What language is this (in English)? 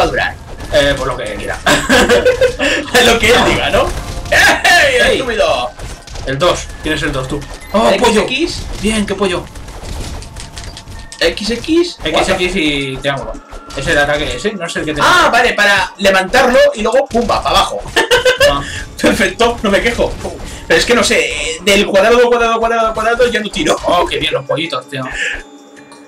Spanish